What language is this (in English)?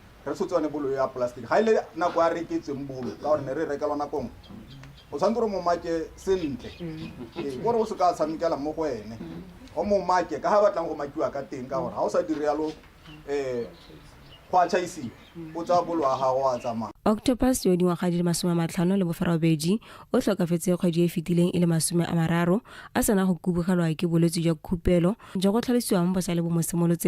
Tswana